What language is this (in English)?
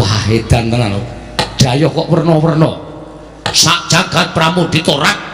Javanese